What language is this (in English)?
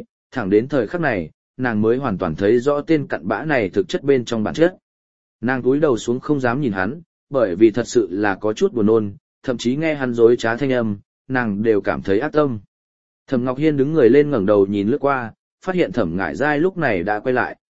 Vietnamese